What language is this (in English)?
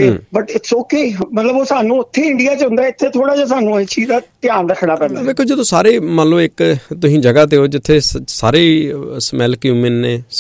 Punjabi